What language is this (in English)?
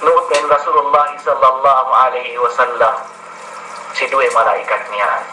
Yakan